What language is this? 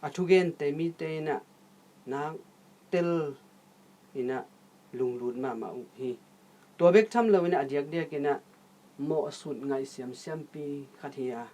Tedim Chin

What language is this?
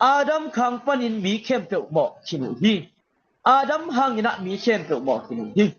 Tedim Chin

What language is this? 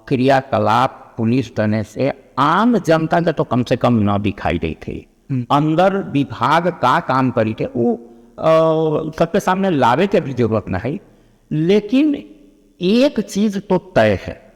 Magahi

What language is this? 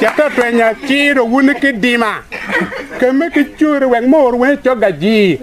Acoli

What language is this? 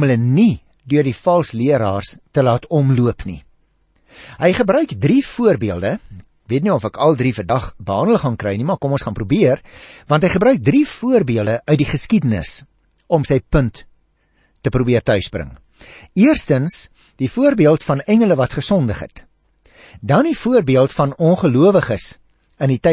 Afrikaans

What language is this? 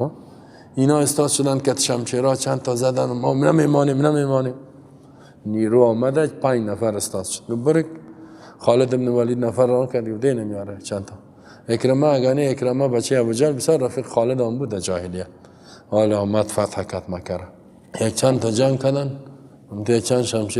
Persian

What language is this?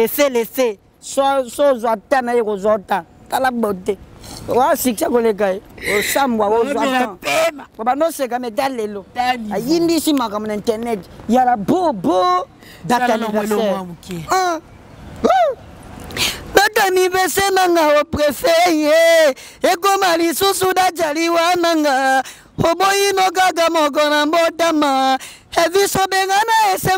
Lingala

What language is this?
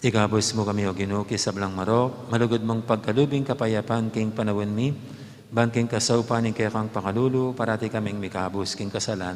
Pampanga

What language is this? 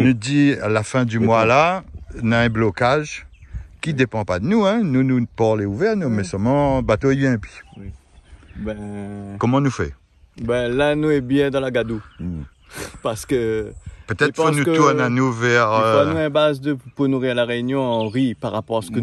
Réunion Creole French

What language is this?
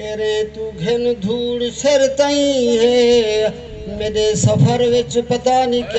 Saraiki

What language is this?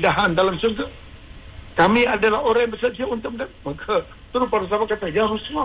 Malay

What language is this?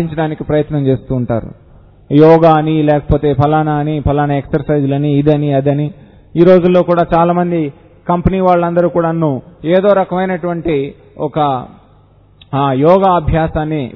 Telugu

